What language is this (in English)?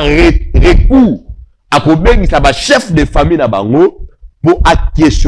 Lingala